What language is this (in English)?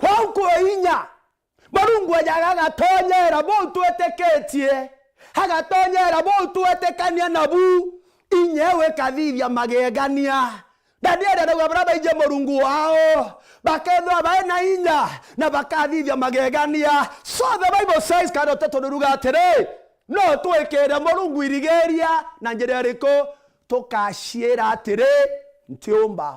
Meru